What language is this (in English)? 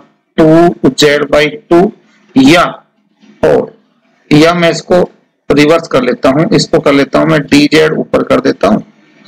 Hindi